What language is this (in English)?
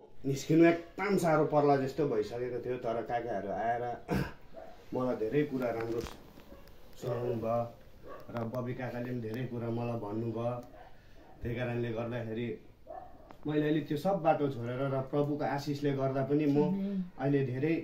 Nepali